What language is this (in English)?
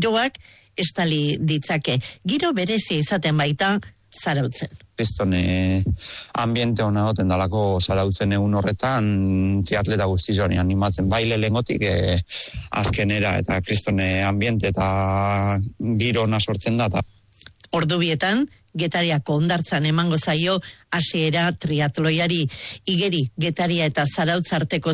Basque